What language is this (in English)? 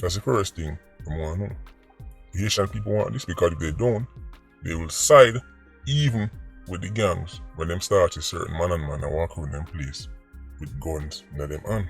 Jamaican Creole English